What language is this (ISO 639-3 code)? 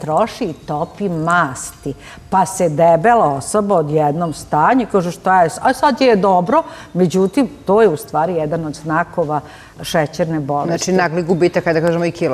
srp